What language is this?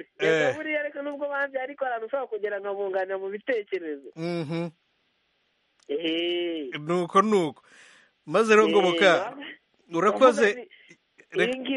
Kinyarwanda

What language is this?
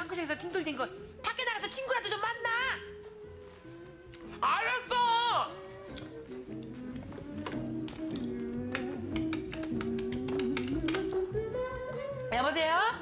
Korean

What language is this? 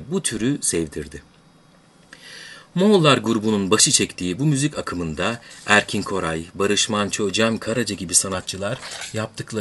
Turkish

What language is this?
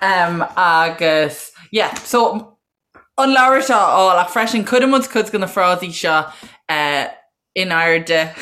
Irish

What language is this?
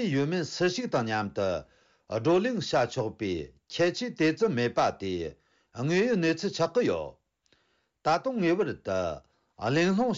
Tibetan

